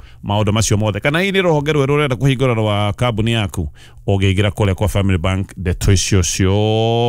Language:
Kikuyu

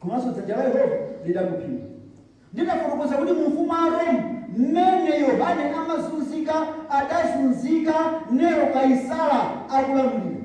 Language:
Nyanja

